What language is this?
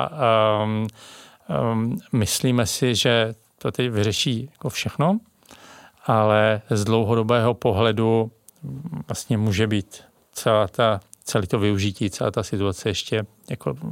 Czech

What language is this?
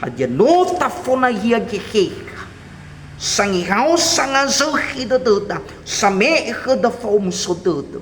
Nias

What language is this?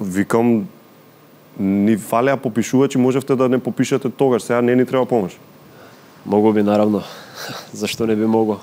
Macedonian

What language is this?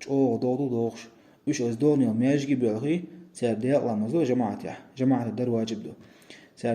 Chechen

